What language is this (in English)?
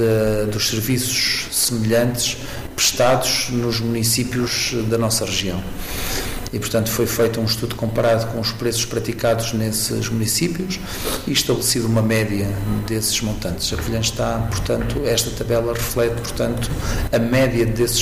Portuguese